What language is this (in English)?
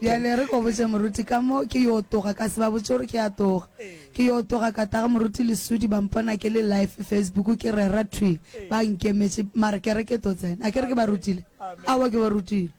Northern Sotho